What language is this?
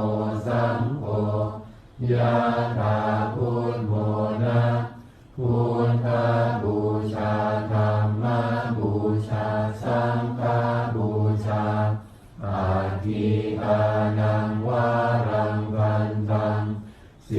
Pali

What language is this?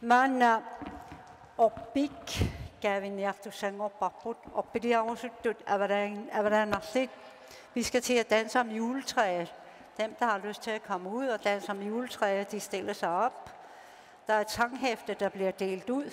Kalaallisut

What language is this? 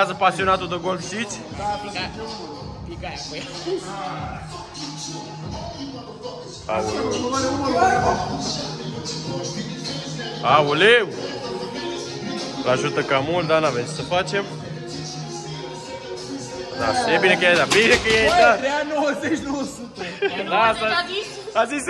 Romanian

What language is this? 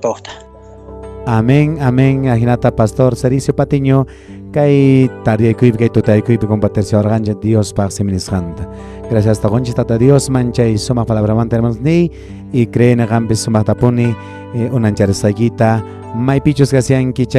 Quechua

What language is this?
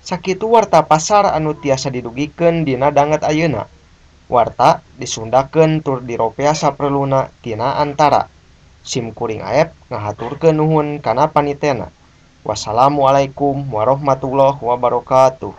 Sundanese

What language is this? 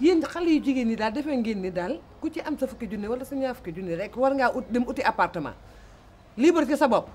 Wolof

